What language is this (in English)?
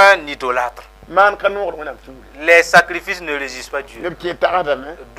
Mossi